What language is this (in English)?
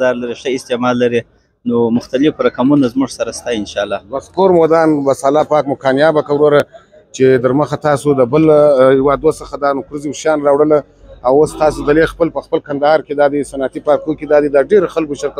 Pashto